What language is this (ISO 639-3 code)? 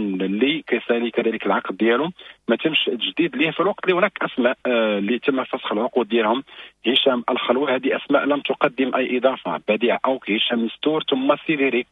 ary